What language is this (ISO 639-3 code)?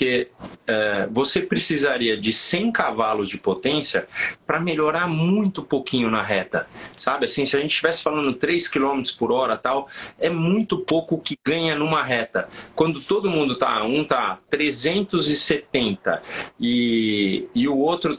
por